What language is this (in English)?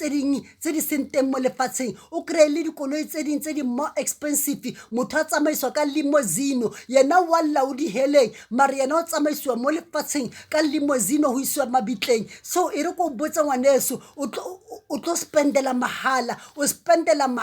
Southern Sotho